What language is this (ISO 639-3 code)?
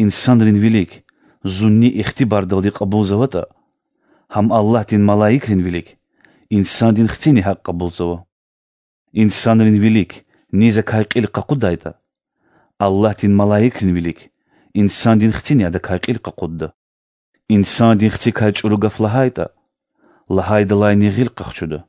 lez